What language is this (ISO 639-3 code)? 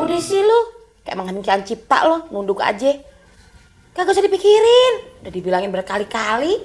bew